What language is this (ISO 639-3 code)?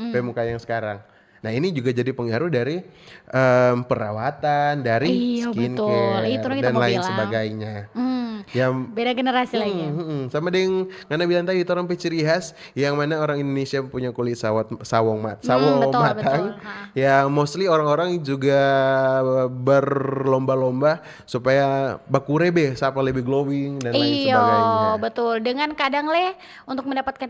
xmm